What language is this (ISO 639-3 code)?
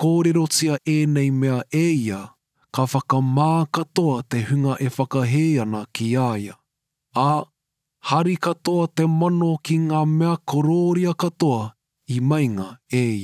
mri